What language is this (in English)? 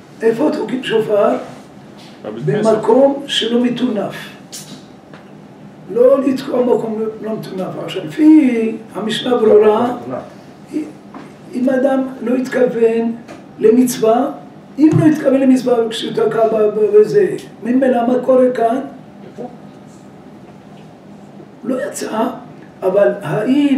Hebrew